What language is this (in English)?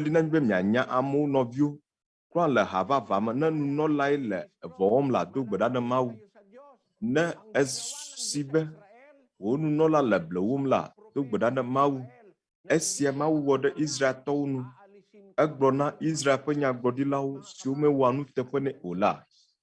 Ewe